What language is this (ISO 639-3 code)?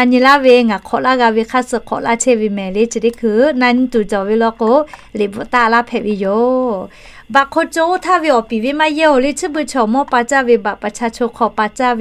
lhu